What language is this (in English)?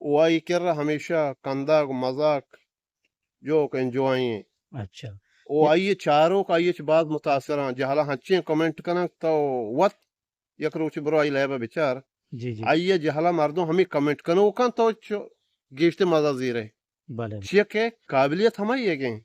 Eastern Balochi